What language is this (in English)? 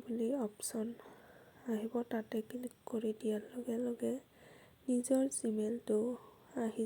Assamese